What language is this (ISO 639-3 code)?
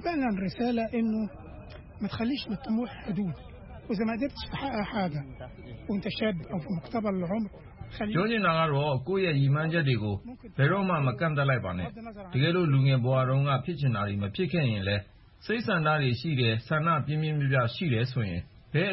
mya